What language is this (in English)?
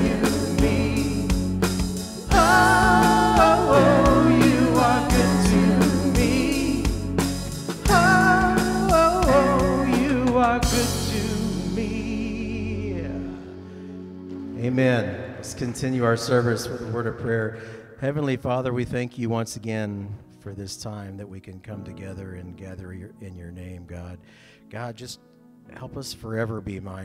English